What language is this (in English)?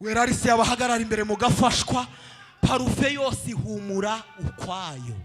Kinyarwanda